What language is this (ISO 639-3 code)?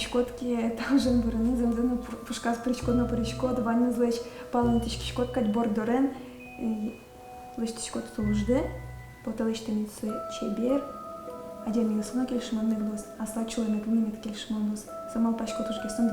udm